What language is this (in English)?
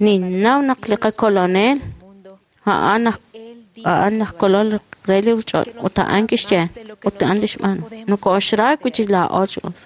Kekchí